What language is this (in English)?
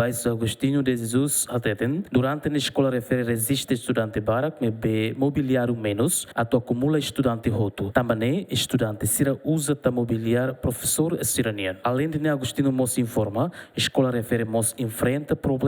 Tetum